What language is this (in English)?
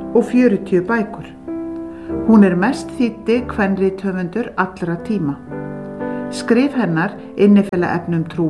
Icelandic